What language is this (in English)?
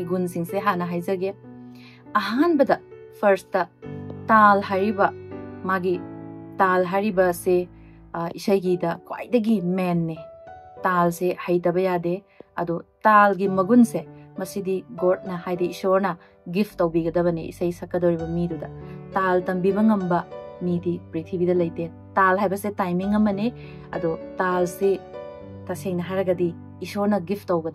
Manipuri